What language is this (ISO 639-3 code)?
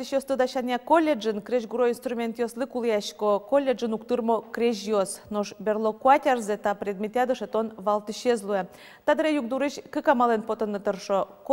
udm